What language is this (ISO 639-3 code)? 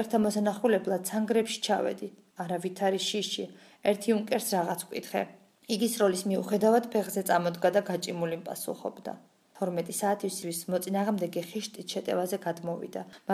kat